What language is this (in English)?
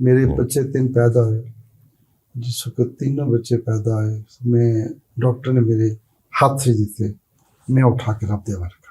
Western Panjabi